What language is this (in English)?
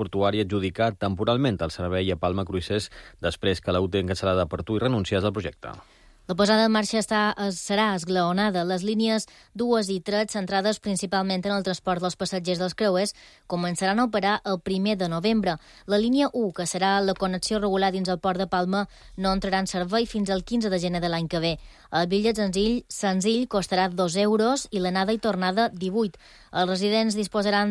Catalan